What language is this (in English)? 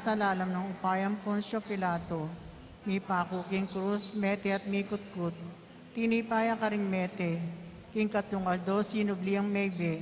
Pampanga